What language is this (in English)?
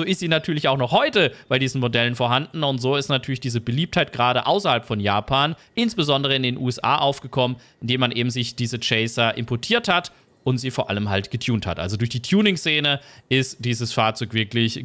German